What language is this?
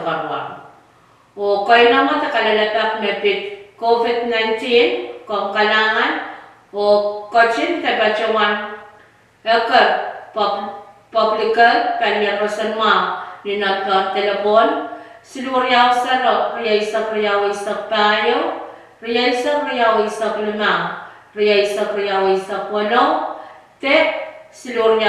Pohnpeian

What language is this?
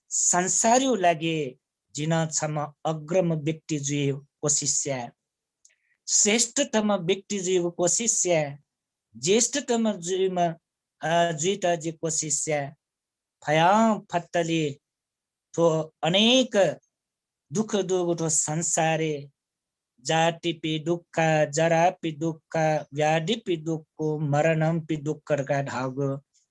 Newari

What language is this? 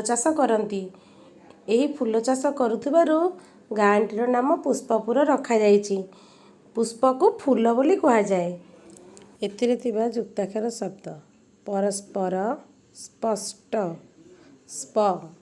Odia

